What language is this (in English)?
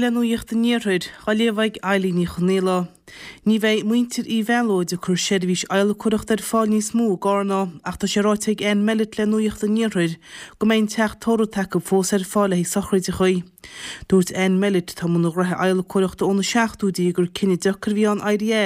Irish